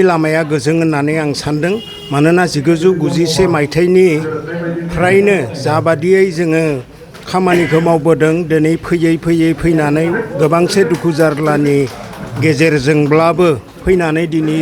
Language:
Bodo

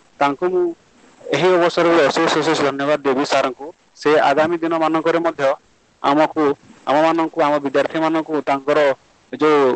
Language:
Odia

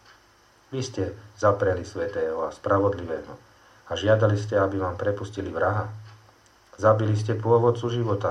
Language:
Slovak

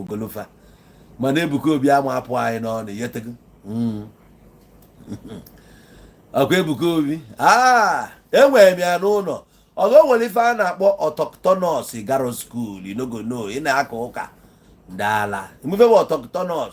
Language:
Igbo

